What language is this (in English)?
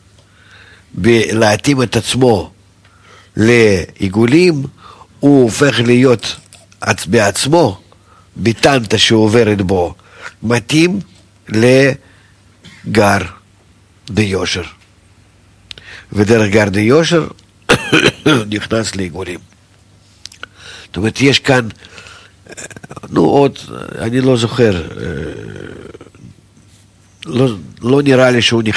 Hebrew